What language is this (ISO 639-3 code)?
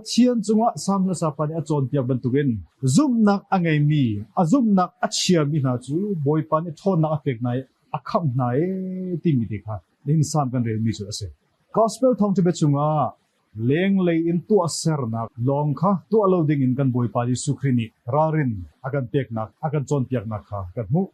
cnh